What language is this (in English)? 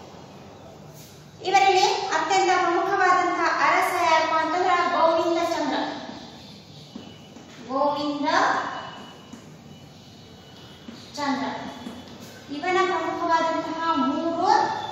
Kannada